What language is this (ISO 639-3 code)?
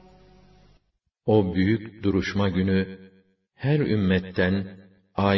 tur